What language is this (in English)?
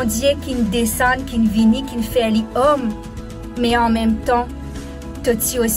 Morisyen